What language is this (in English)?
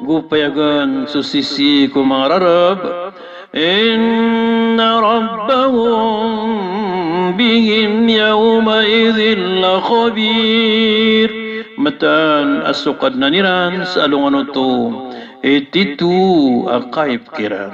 Maranao